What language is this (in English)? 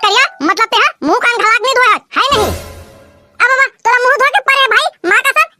Chhattisgarhi